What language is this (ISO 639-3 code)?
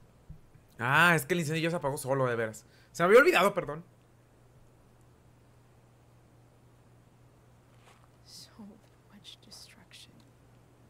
spa